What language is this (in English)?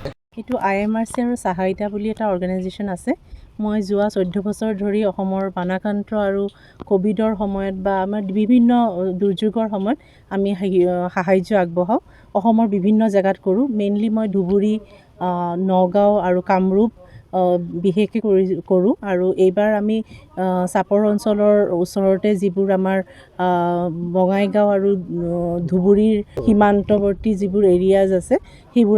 Assamese